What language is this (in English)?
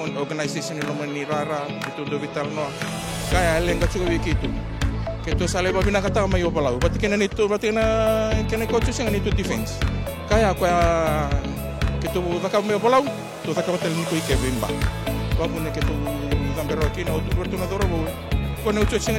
Fijian